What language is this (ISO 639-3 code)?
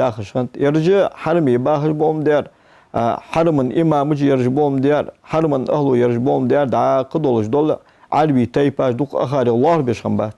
inh